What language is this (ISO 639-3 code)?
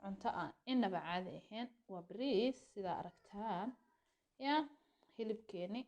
som